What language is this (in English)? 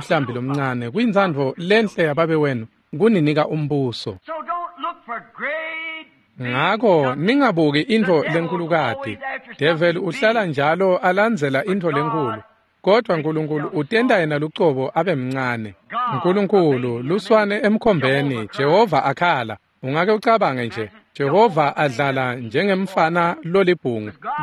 Swati